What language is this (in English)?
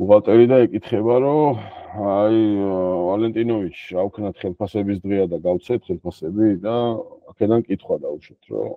Georgian